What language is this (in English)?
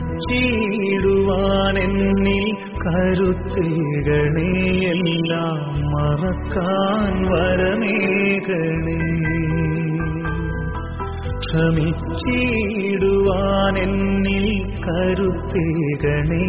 Malayalam